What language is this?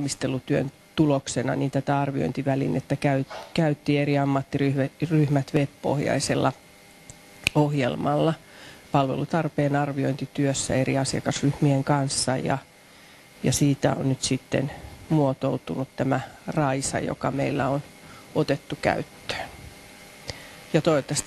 Finnish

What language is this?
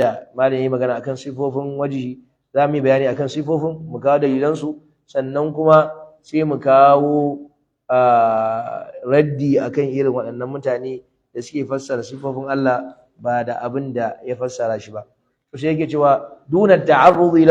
Hausa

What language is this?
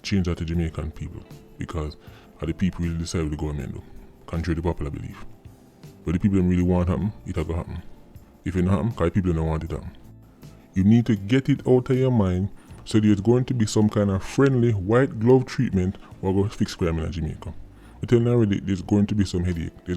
Jamaican Creole English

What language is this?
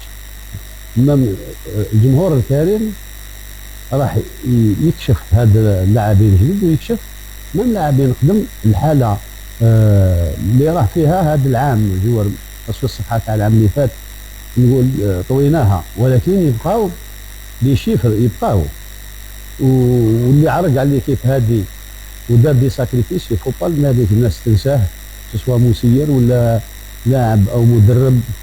Algerian Arabic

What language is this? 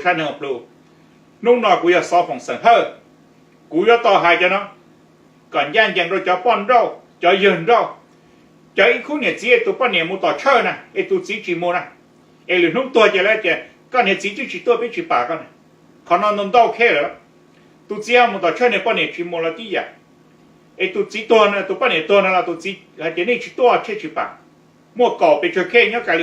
Hmong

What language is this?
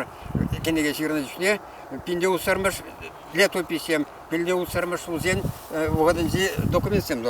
Chuvash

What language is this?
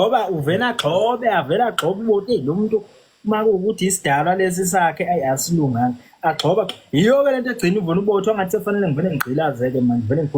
Zulu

